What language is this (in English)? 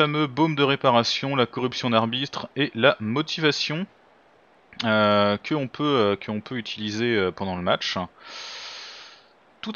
French